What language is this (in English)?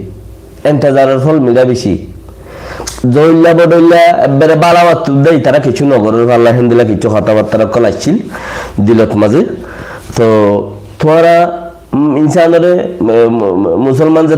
Rohingya